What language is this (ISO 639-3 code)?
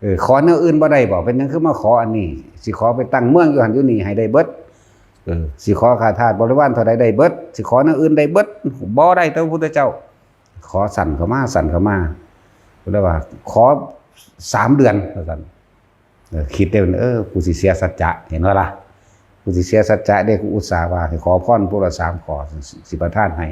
tts